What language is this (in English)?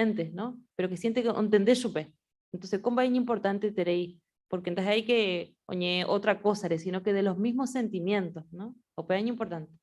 Guarani